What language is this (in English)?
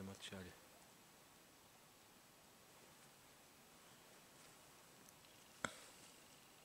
Russian